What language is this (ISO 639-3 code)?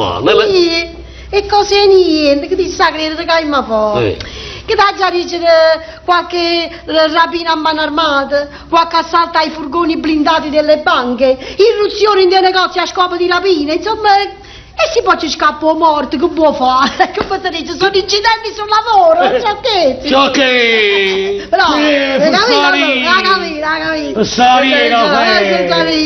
nap